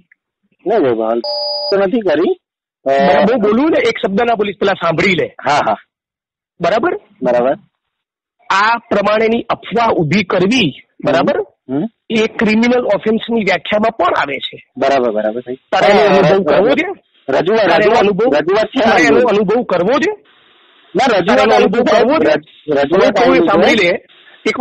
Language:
Gujarati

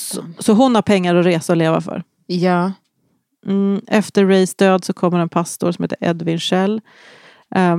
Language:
Swedish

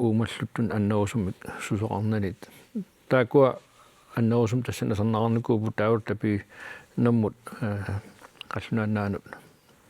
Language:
Kalaallisut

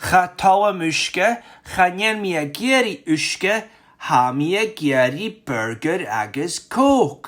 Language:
Scottish Gaelic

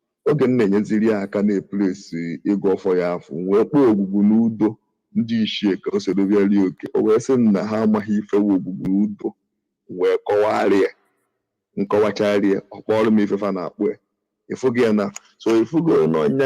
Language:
Igbo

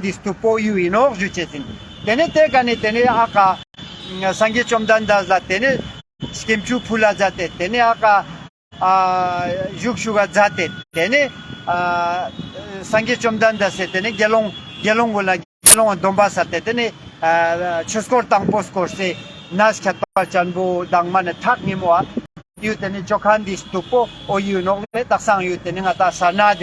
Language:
Ladakhi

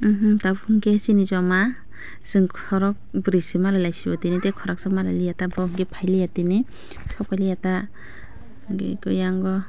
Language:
Kok Borok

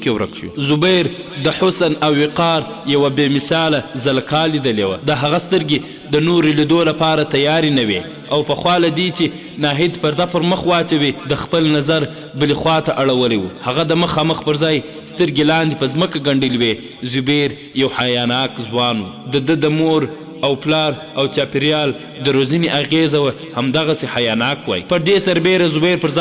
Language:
Pashto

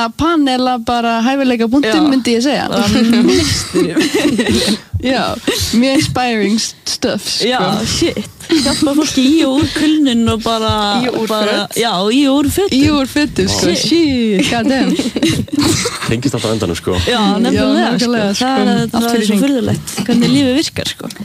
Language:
Icelandic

